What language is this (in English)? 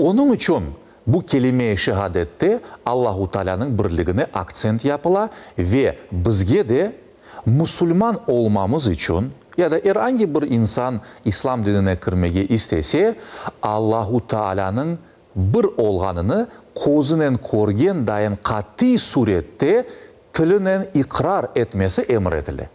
Crimean Tatar